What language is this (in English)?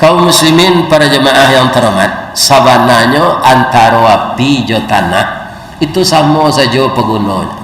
Minangkabau